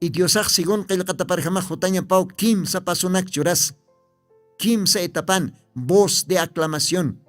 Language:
Aymara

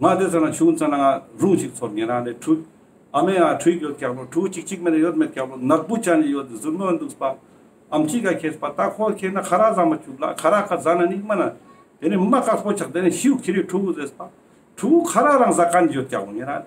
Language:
Ladakhi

